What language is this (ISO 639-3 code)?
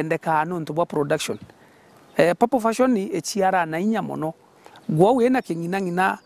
mer